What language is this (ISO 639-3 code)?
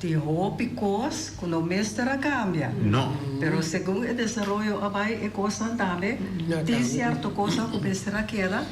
pap